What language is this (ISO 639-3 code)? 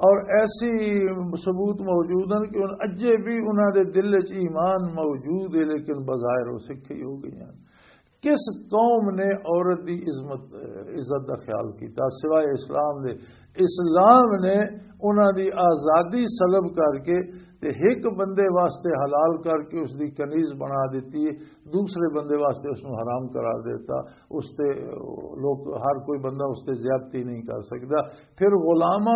lah